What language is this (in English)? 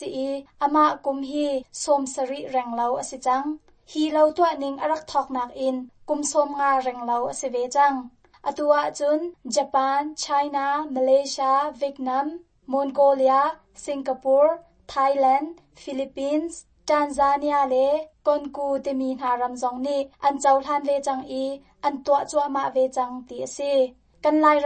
Hakha Chin